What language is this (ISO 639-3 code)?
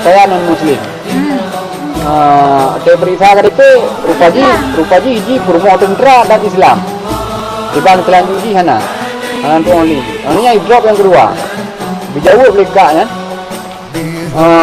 ace